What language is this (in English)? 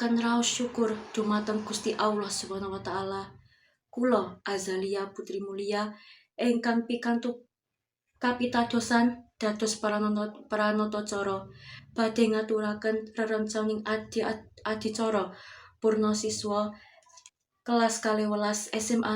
Javanese